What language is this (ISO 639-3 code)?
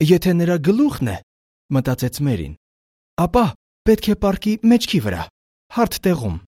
hye